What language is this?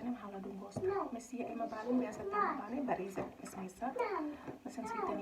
Tetum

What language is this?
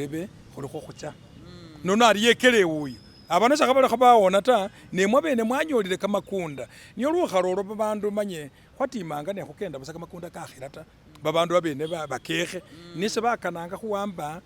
Masaaba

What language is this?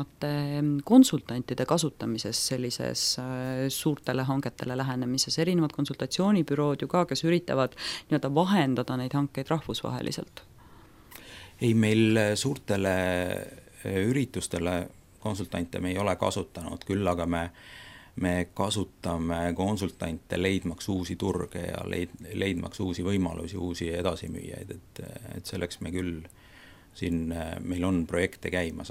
Estonian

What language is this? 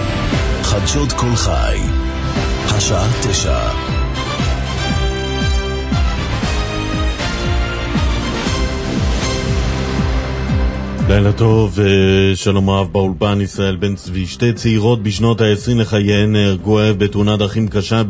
Hebrew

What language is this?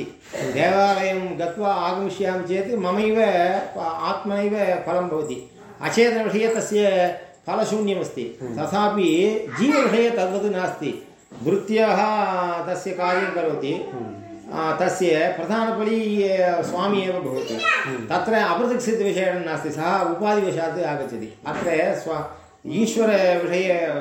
Sanskrit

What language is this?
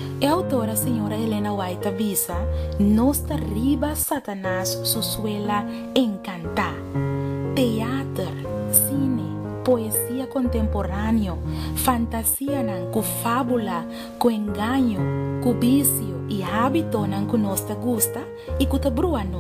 Papiamento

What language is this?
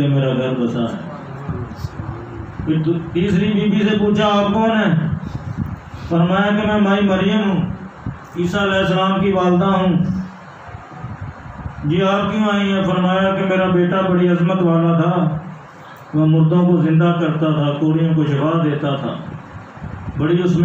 Urdu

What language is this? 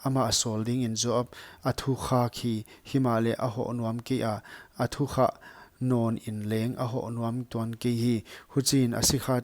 Paite Chin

